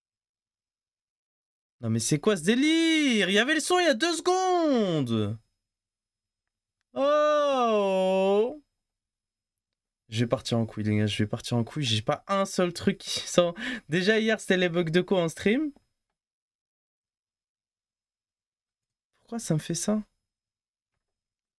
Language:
French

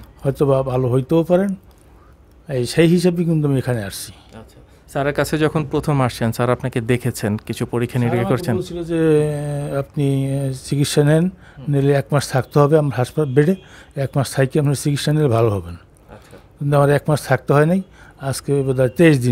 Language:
Bangla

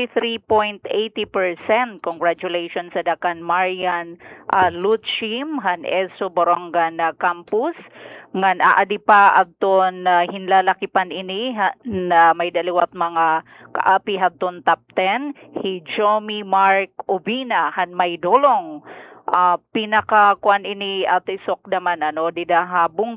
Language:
Waray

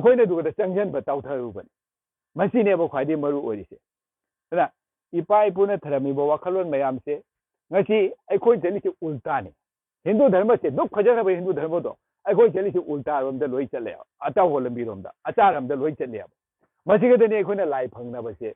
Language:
Manipuri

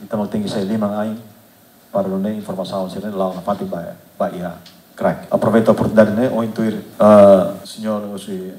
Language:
Tetum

